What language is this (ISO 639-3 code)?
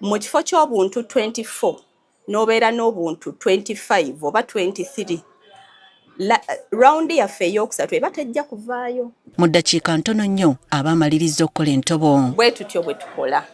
lug